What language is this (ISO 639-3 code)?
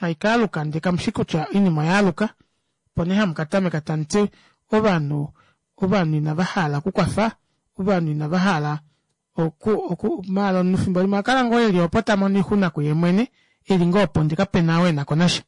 kua